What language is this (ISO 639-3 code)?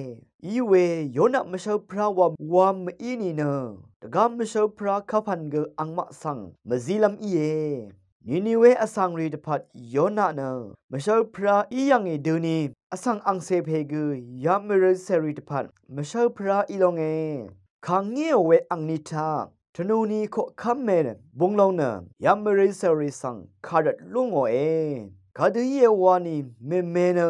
raw